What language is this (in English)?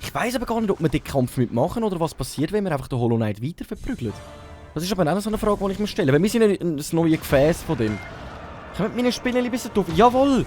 Swiss German